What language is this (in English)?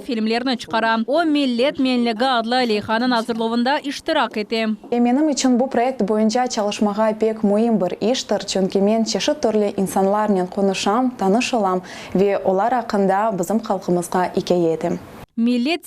Crimean Tatar